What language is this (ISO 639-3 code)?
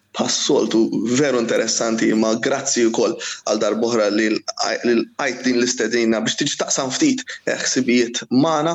mlt